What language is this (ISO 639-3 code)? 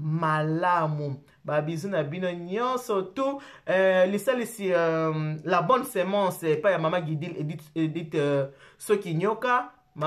lin